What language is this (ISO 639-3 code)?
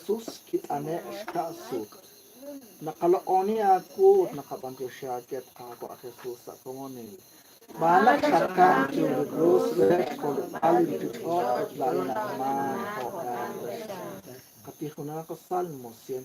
kek